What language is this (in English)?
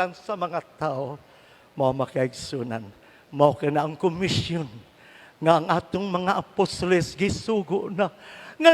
Cebuano